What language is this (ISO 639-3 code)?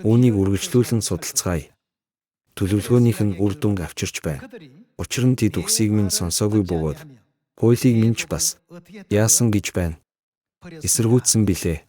mon